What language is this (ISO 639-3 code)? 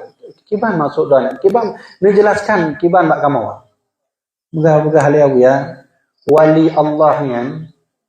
ace